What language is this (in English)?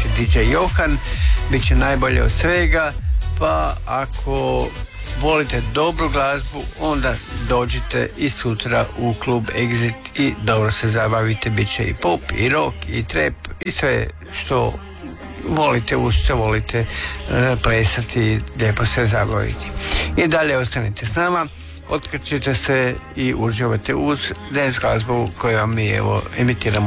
Croatian